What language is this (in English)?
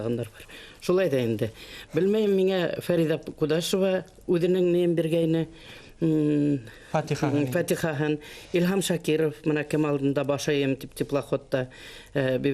Bashkir